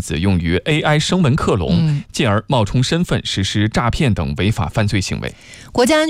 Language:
Chinese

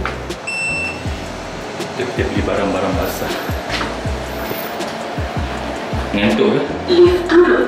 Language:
Malay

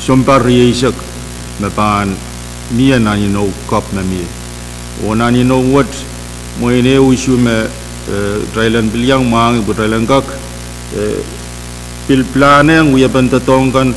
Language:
Pohnpeian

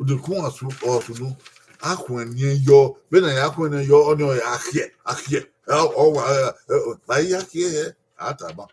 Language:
Bini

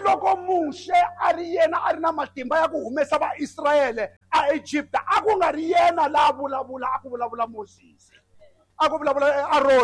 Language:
Tsonga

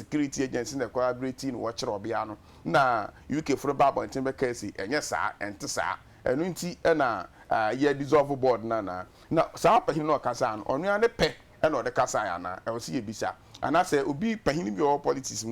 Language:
Akan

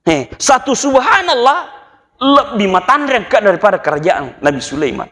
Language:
Buginese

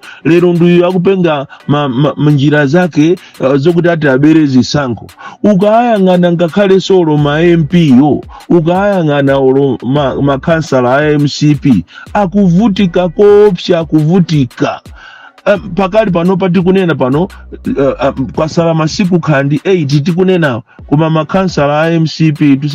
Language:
Nyanja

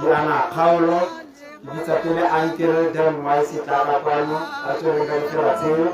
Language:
Tswana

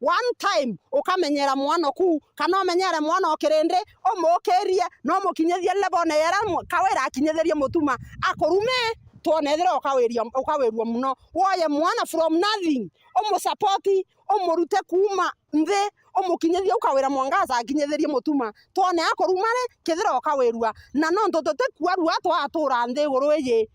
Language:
Meru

